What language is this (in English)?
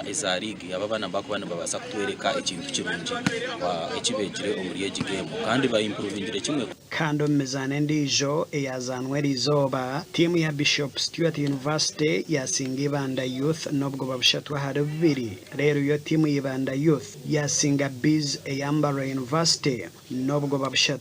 Nyankole